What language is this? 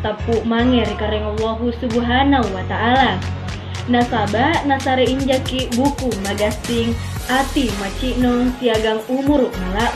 Makasar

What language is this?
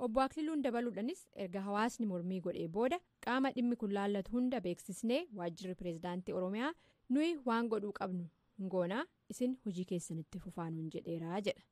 Oromo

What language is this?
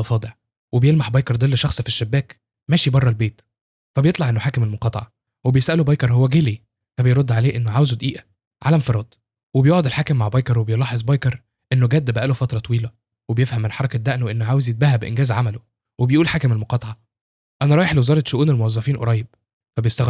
Egyptian Arabic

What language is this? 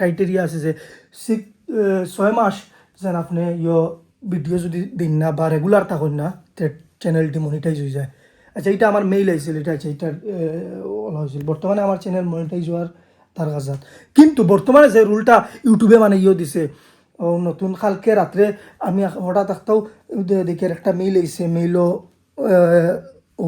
Sylheti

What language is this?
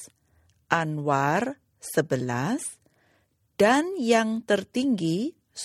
Indonesian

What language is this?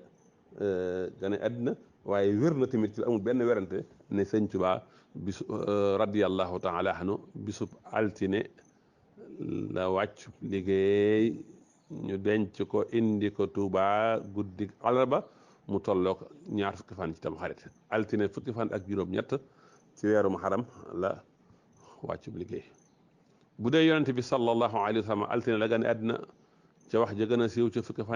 Wolof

